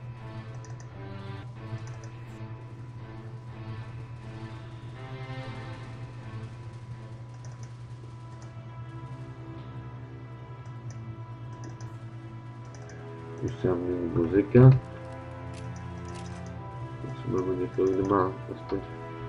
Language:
Czech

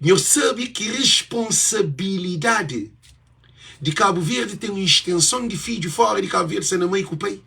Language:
Kabuverdianu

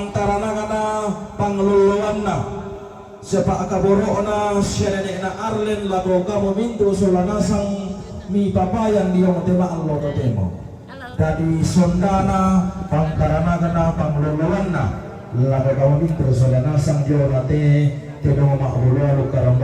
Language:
Toraja-Sa'dan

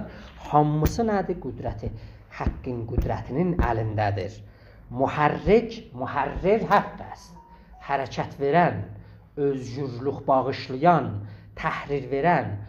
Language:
South Azerbaijani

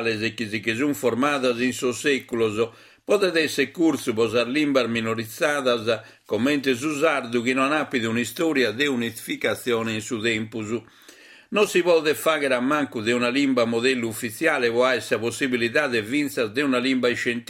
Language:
Sardinian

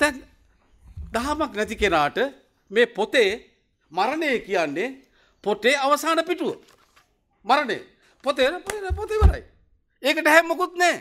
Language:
Sinhala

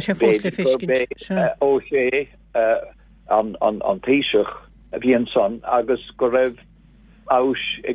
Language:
Irish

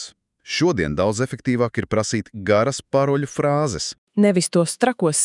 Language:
Latvian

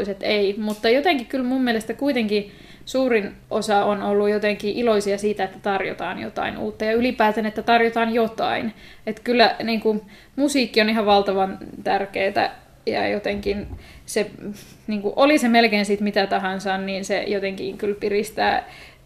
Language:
Finnish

